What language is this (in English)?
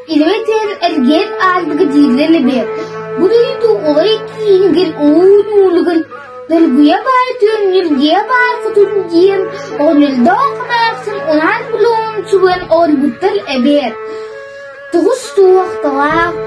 Yakut